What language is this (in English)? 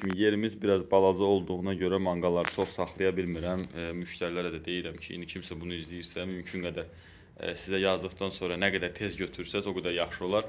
Azerbaijani